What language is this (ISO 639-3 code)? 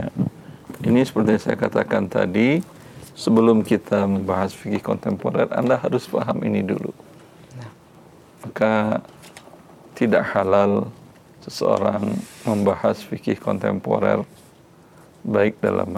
ind